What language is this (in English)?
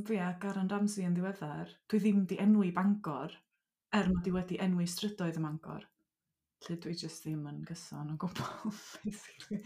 Welsh